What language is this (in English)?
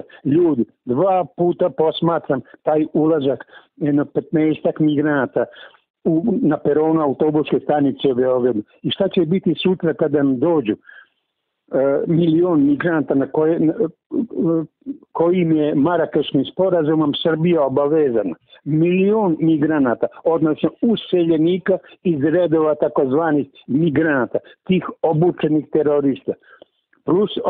Serbian